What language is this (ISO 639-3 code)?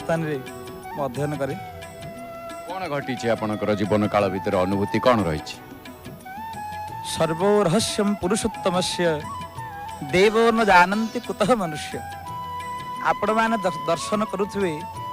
ori